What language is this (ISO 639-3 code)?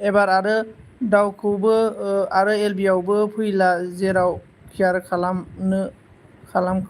brx